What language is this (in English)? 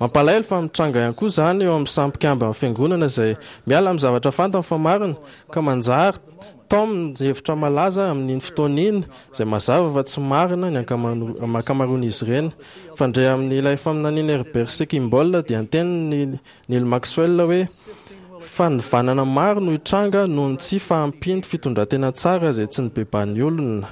Malagasy